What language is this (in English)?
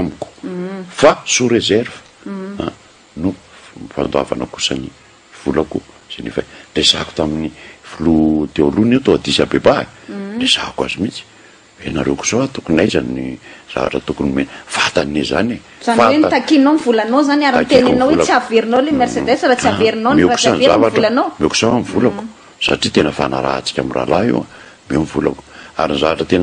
Malagasy